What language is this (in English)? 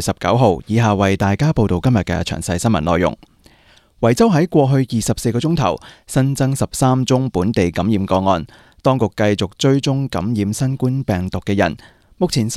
Cantonese